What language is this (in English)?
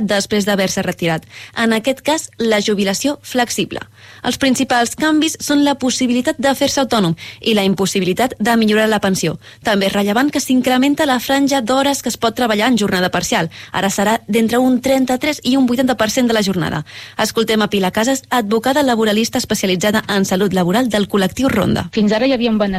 Catalan